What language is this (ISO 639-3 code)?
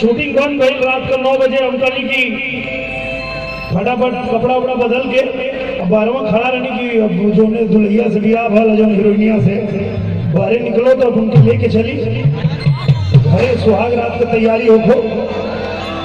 bho